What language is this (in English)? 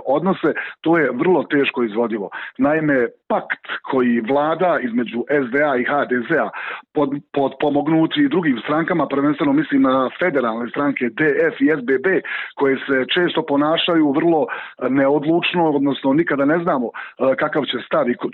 Bosnian